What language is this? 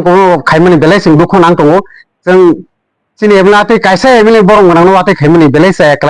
Kok Borok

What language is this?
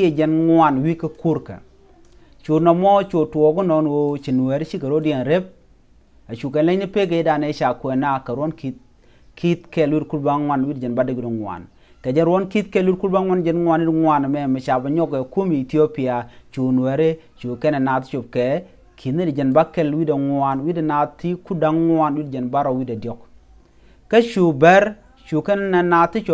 Nuer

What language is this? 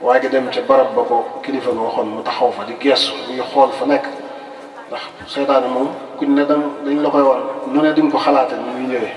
Wolof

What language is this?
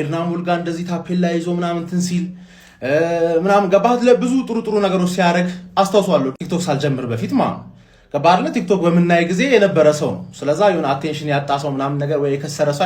Amharic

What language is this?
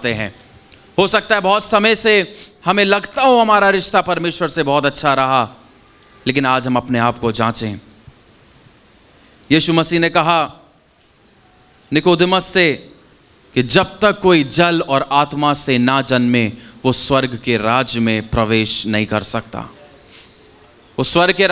Hindi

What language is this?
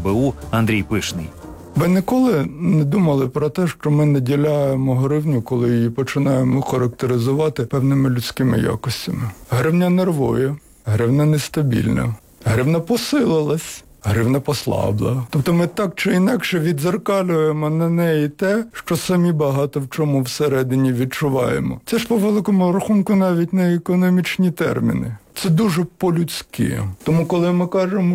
Ukrainian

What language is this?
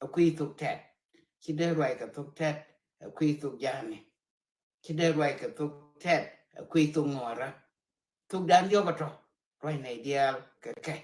Nuer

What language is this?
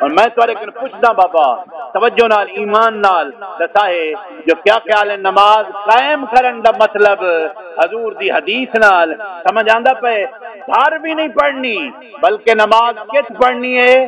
Saraiki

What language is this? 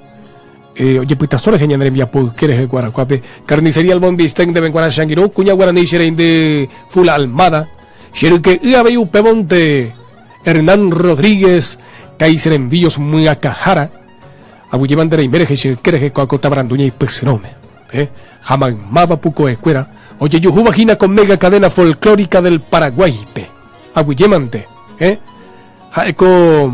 Guarani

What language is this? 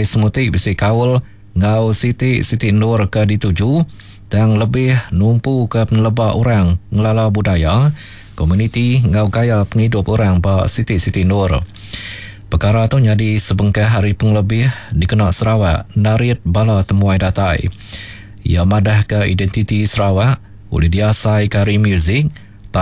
Iban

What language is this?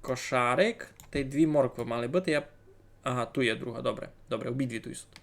Rusyn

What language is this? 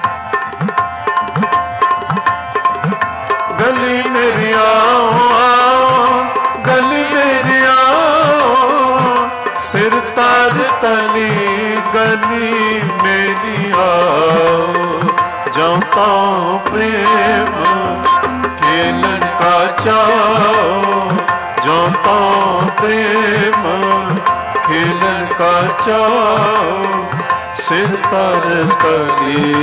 Punjabi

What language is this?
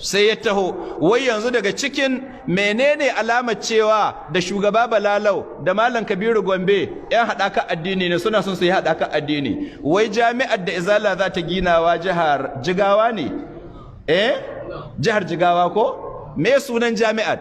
Hausa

